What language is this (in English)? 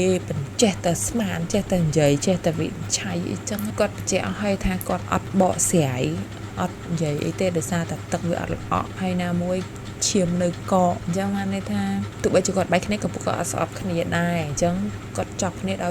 Khmer